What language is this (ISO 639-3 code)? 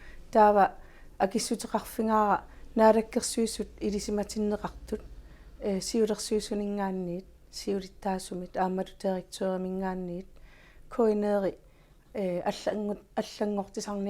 kal